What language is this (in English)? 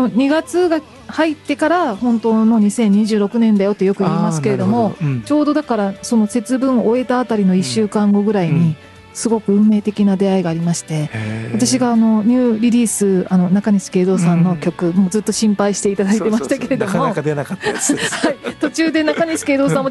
Japanese